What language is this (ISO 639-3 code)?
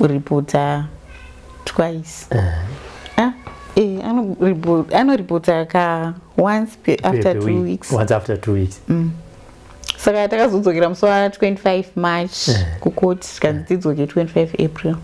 sna